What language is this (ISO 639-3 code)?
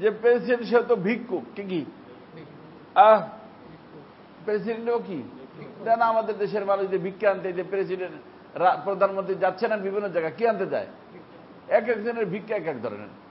ben